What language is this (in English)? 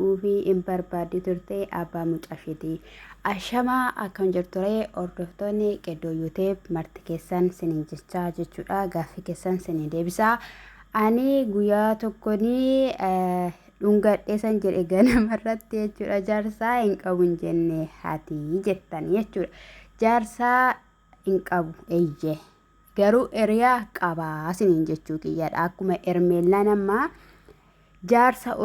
Oromo